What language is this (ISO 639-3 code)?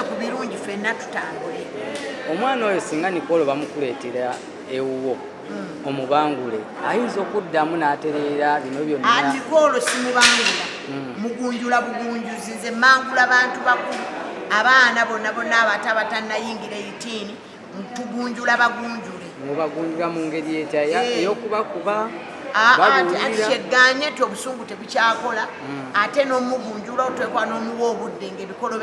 lug